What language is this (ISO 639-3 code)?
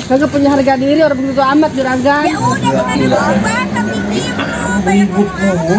bew